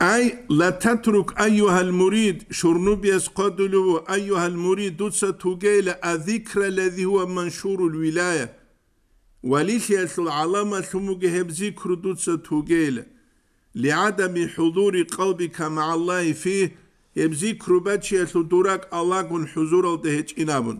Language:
Avaric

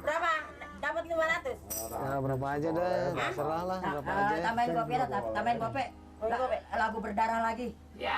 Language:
Betawi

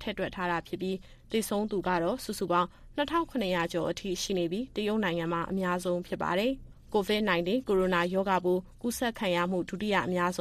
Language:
Burmese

